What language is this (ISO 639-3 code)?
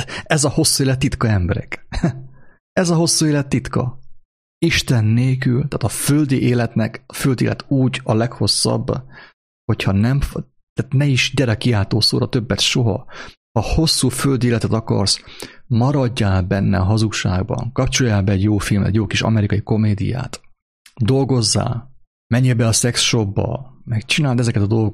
hun